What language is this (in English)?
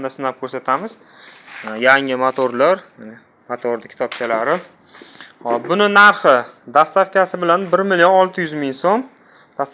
Uzbek